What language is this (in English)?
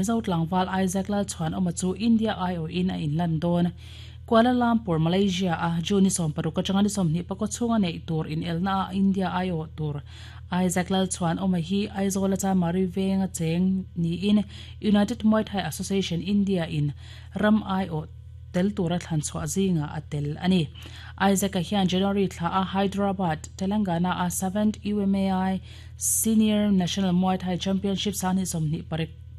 Mizo